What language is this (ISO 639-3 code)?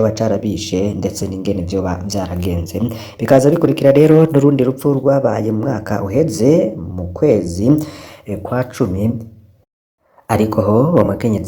run